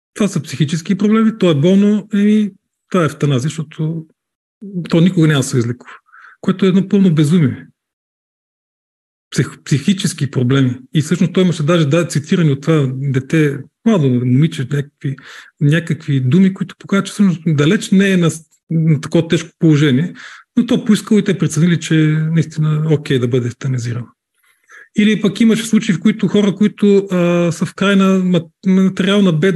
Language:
Bulgarian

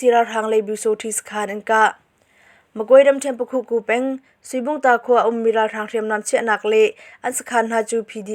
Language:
Hakha Chin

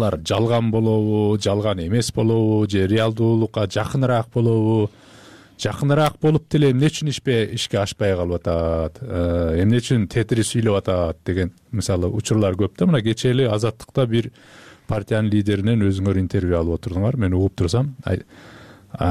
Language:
Kyrgyz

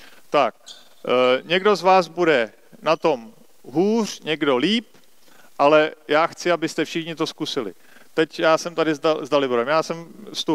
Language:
Czech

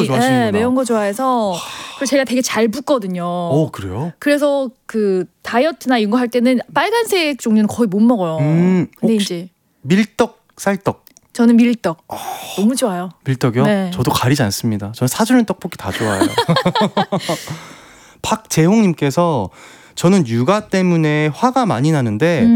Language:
Korean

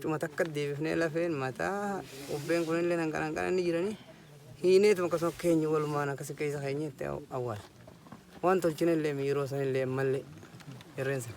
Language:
Oromo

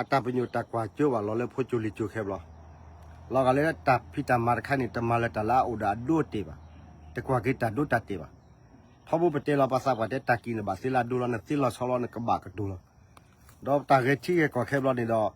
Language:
S'gaw Karen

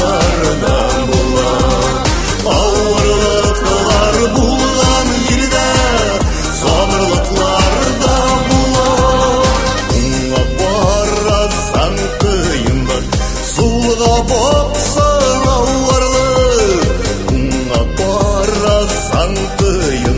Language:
Tatar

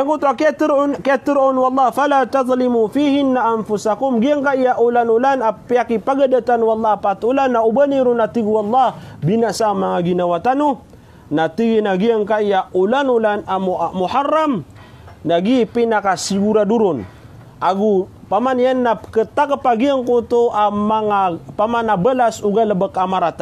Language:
Maranao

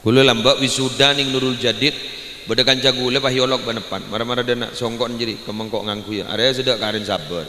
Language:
Madurese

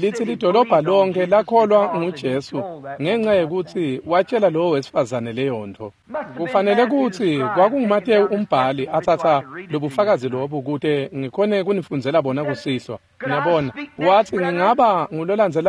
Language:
Swati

